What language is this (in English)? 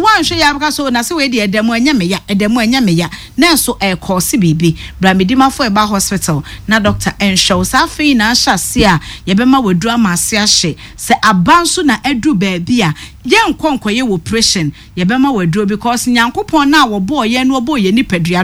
Akan